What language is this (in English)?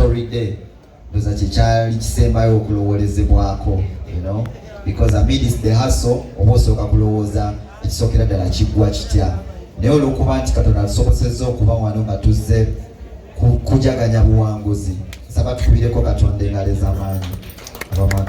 Ganda